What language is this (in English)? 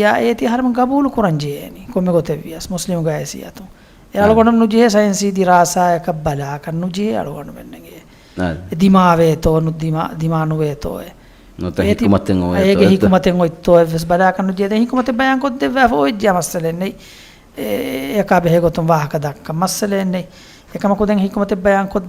Divehi